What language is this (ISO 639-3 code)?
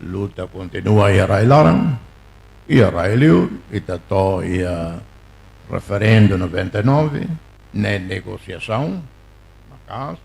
tet